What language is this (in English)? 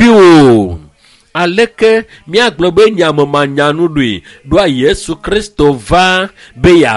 Ewe